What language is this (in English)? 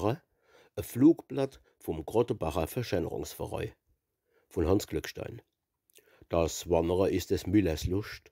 Palatine German